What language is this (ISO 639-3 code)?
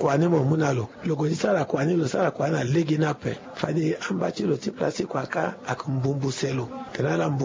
sag